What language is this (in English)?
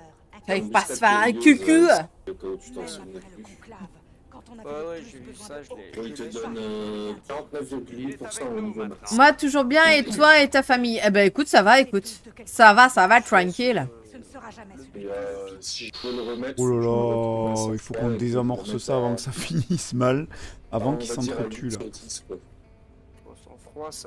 French